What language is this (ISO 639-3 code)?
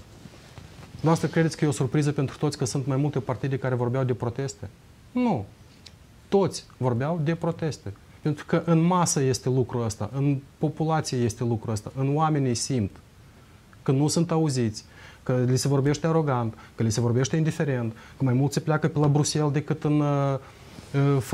ron